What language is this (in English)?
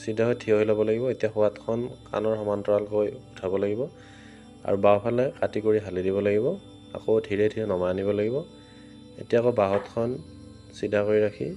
Assamese